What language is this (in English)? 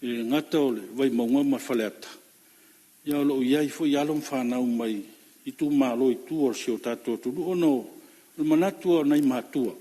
Samoan